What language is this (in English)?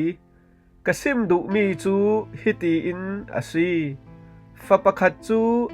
Falam Chin